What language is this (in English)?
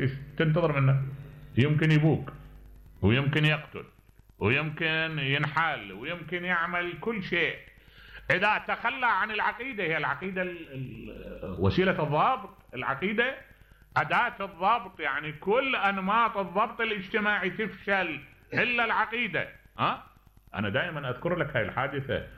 Mesopotamian Arabic